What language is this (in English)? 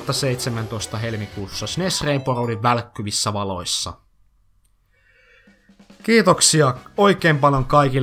Finnish